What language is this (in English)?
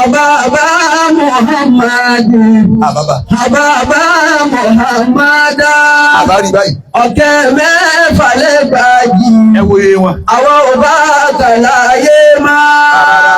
Yoruba